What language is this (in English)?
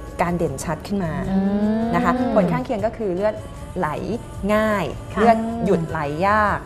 Thai